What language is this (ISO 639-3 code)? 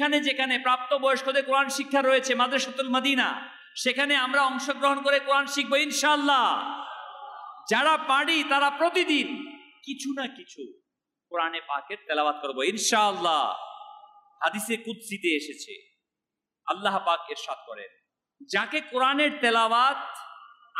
ben